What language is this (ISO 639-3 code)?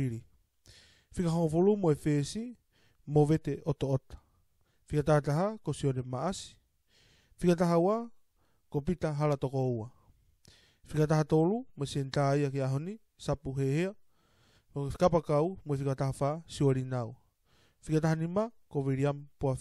ton